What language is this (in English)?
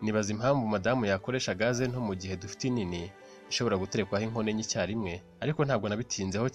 Kinyarwanda